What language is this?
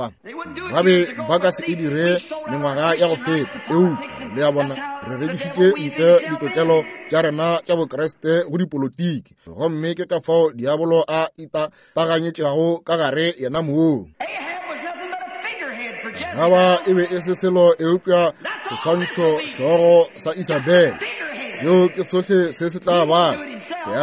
Northern Sotho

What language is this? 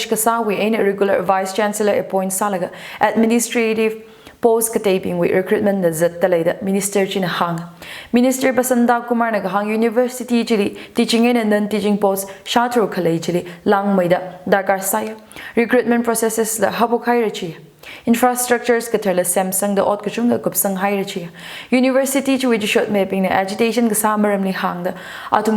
Tangkhul Naga (India)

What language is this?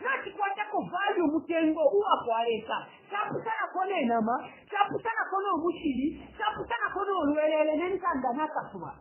Bemba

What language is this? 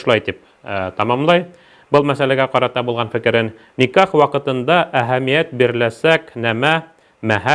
Bashkir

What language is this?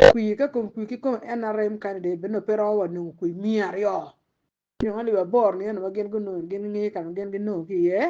Acoli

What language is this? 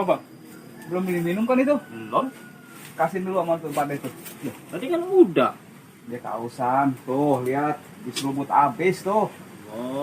Betawi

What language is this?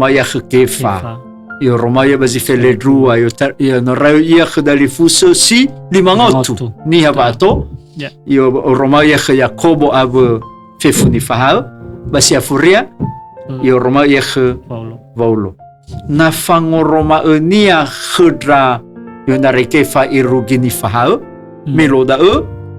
Nias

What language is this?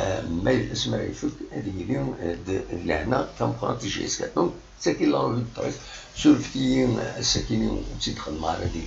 Kabyle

